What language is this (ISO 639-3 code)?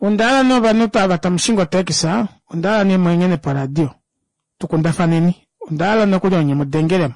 kua